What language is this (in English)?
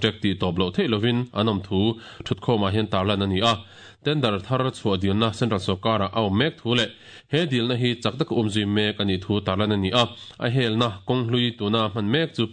Mizo